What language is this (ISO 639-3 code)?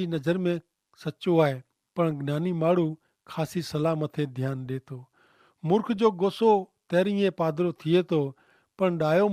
kfr